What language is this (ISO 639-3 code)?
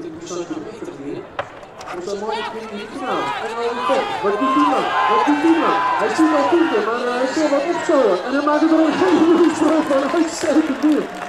fry